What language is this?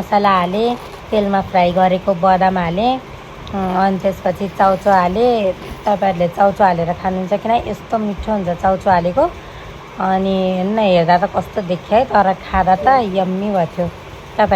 Nepali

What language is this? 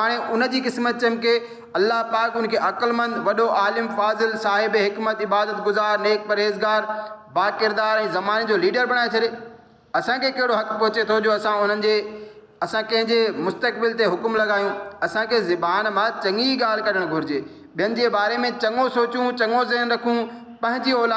Sindhi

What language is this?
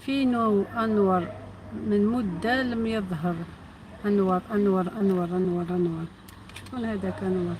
Algerian Arabic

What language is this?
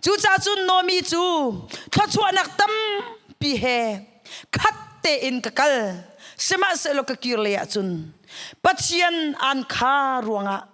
Hakha Chin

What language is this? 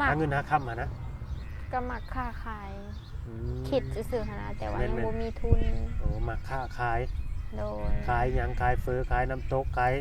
Lao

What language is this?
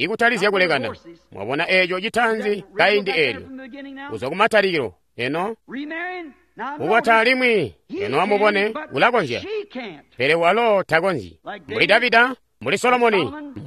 Tonga (Zambia)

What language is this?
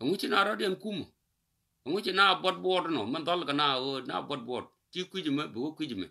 Nuer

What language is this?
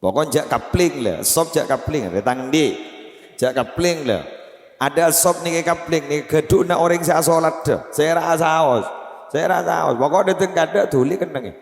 Madurese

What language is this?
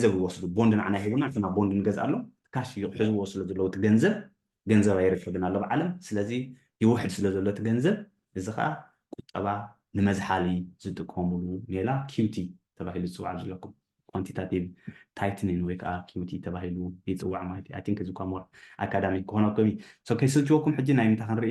Tigrinya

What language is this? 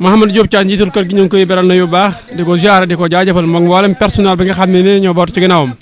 Wolof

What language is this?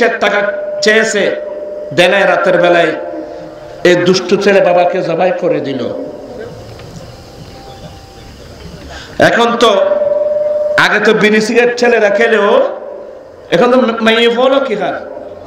Bangla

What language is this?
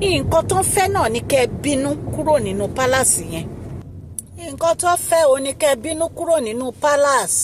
Yoruba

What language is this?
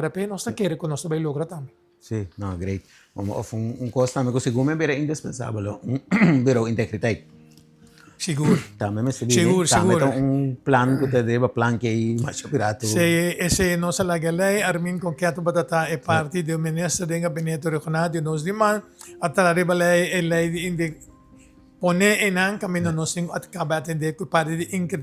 Papiamento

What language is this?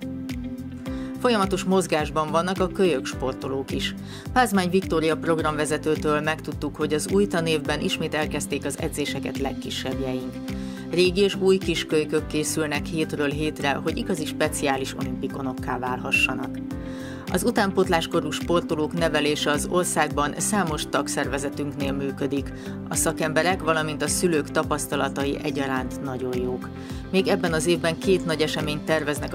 Hungarian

